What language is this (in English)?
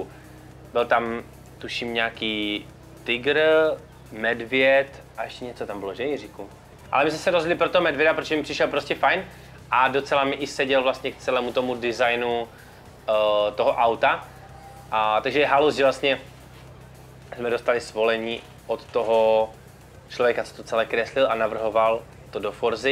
Czech